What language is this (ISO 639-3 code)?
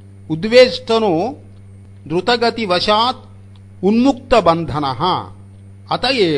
san